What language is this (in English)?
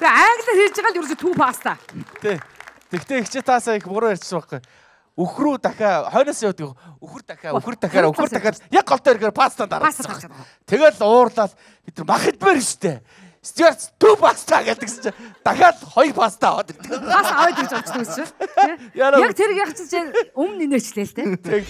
Mongolian